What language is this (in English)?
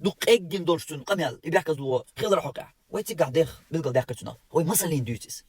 Chechen